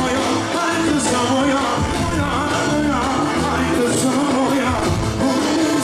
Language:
Turkish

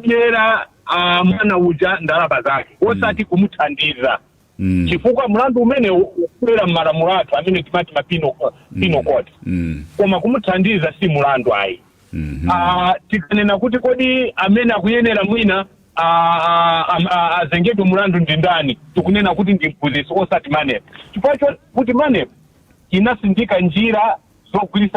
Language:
Nyanja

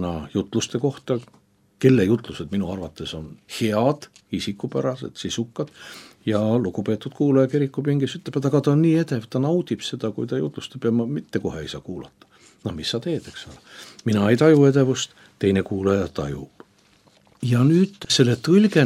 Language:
Estonian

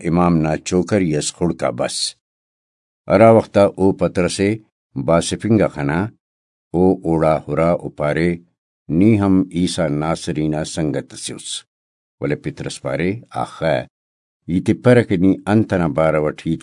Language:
Brahui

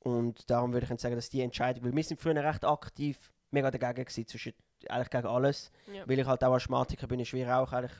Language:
Swiss German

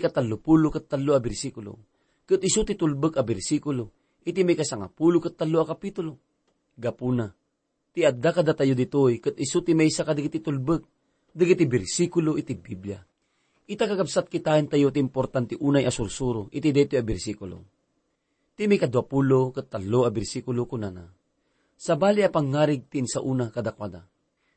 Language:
Iloko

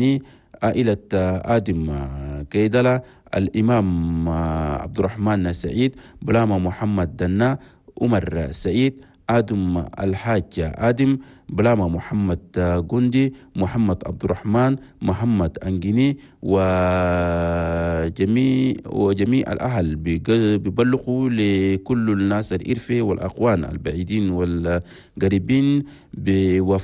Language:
Chadian Arabic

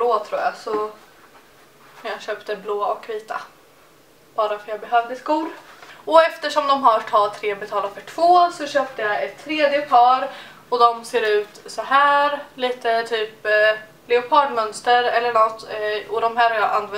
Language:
Swedish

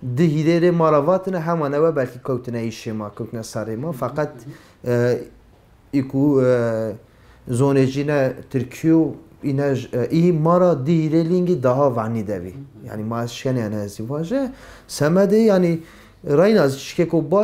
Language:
Zaza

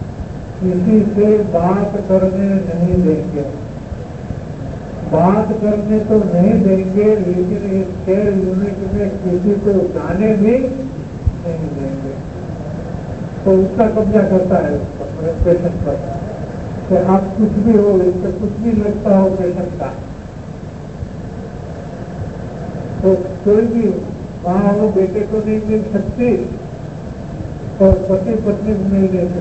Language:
Hindi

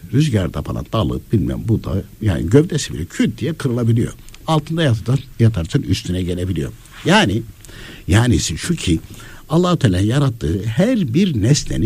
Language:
Turkish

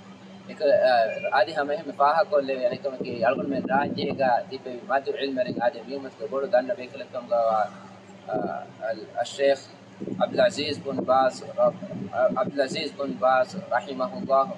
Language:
Divehi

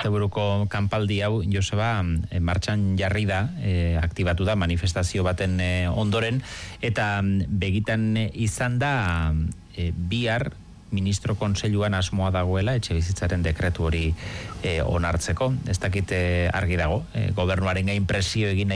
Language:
Basque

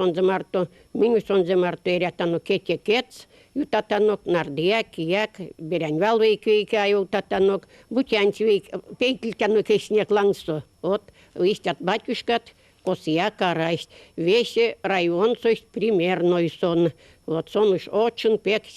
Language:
Erzya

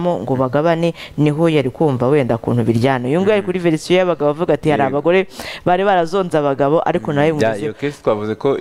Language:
Kinyarwanda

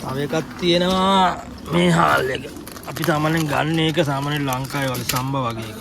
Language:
Sinhala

